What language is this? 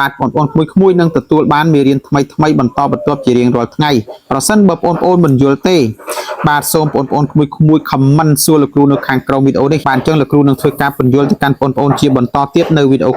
Khmer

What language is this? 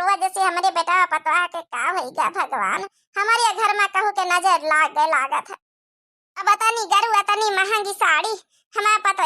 Awadhi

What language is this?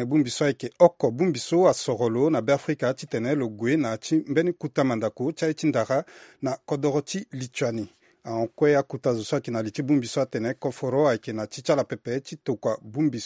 Sango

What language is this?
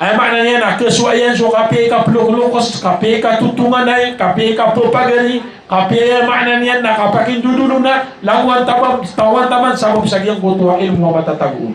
Maranao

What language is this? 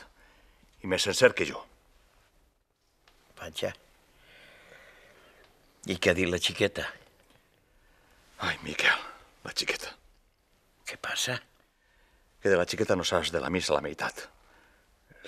Catalan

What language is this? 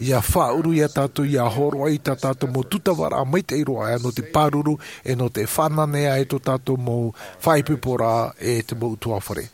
Tahitian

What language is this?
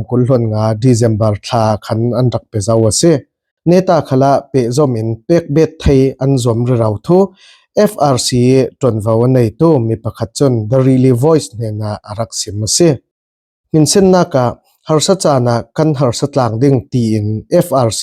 Falam Chin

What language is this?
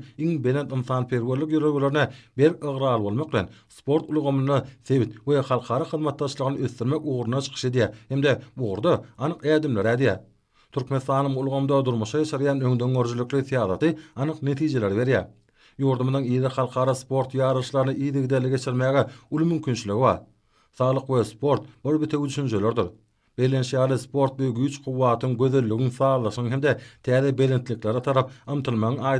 Turkmen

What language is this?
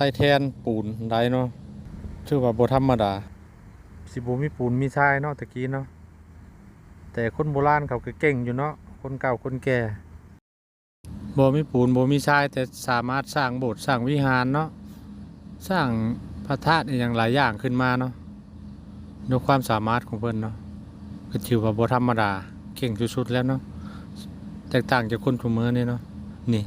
Lao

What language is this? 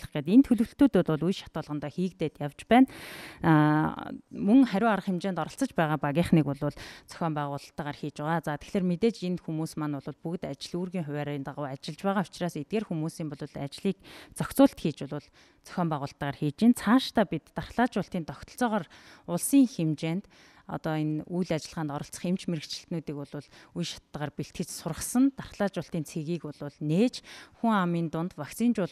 Mongolian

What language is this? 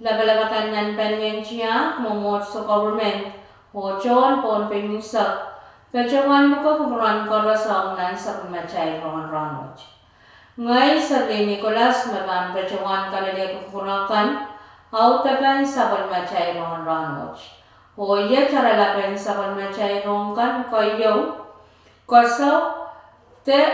Pohnpeian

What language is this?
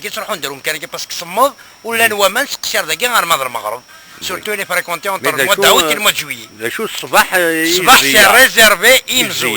Kabyle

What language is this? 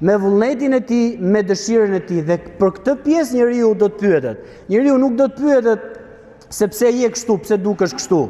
Albanian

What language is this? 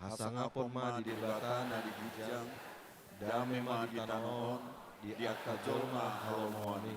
Batak Toba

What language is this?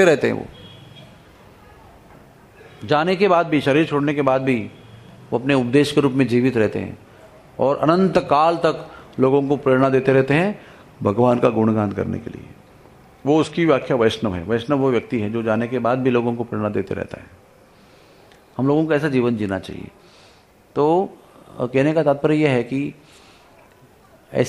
Hindi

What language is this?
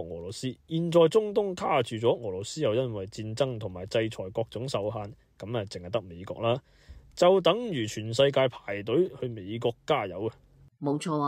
Cantonese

